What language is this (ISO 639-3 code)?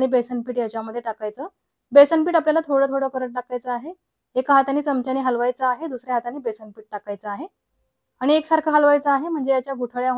mar